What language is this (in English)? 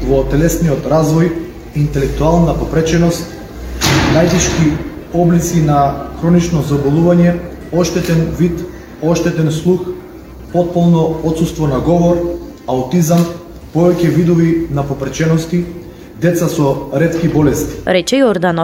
Macedonian